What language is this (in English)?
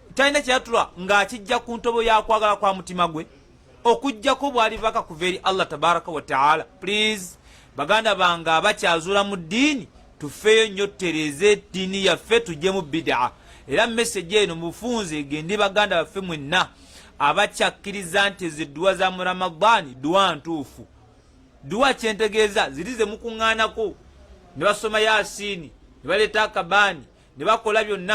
Ganda